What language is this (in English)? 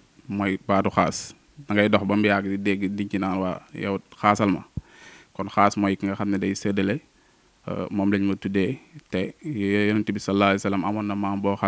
Wolof